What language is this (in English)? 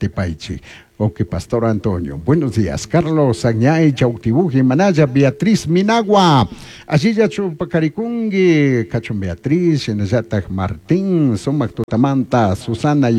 Chimborazo Highland Quichua